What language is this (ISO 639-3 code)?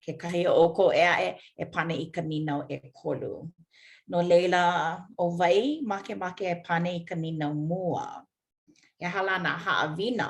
haw